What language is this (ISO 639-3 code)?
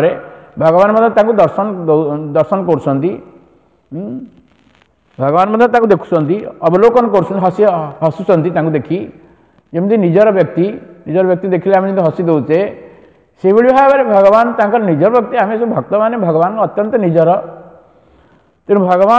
ori